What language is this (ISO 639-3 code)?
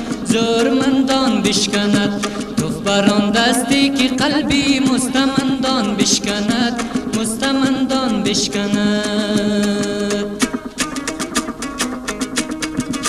fas